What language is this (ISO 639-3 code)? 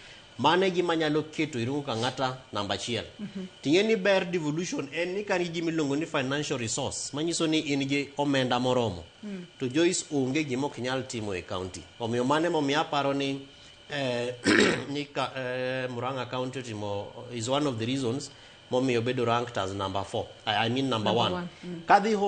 luo